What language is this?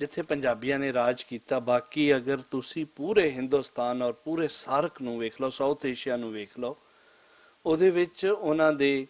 Western Panjabi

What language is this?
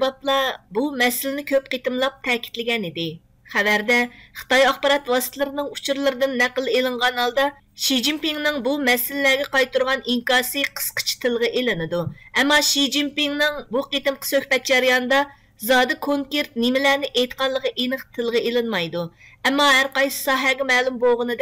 Uyghur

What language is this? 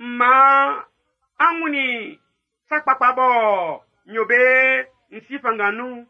Baoulé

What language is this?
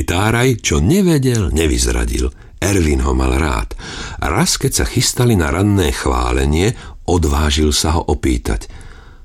Slovak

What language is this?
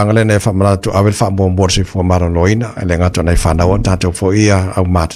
Samoan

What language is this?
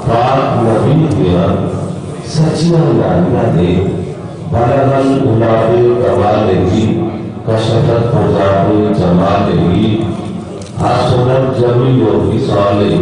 Saraiki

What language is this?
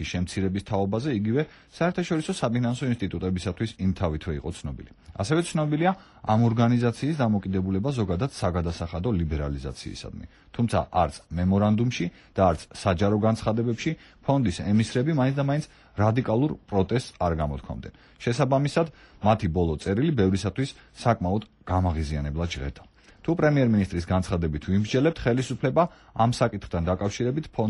Georgian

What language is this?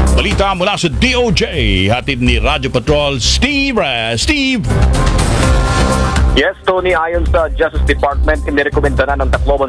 Filipino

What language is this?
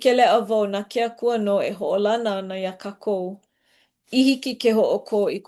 Hawaiian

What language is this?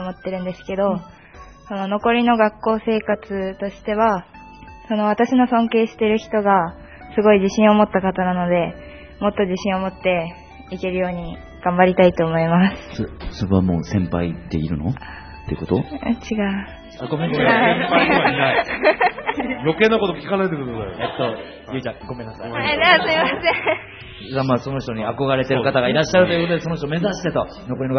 Japanese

